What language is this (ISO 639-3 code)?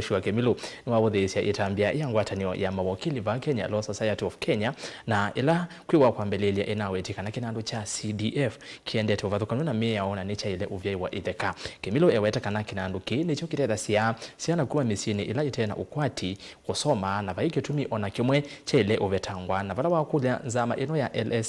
kam